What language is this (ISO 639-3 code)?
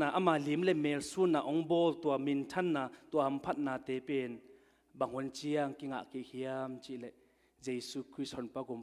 ctd